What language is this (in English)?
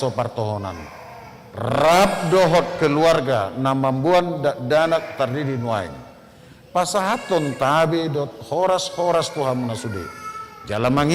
Batak Toba